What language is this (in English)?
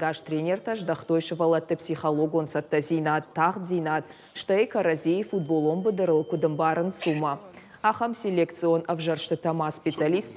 Ossetic